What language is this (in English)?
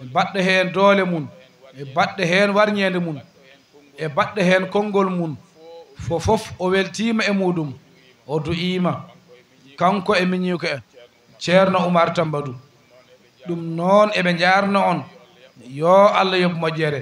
Fula